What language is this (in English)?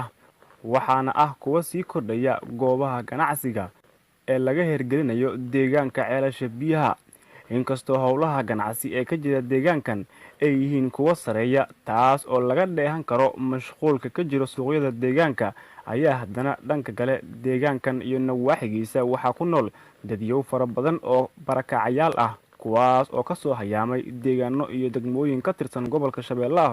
Somali